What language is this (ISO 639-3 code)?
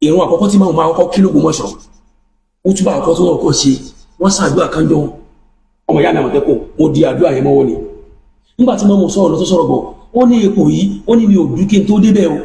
yor